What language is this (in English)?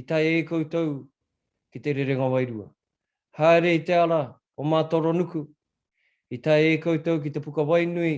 Māori